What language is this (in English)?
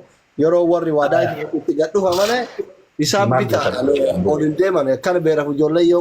Oromo